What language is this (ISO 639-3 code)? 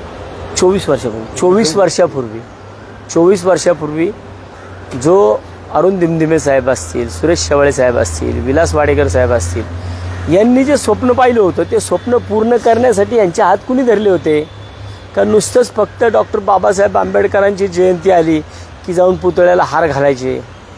mar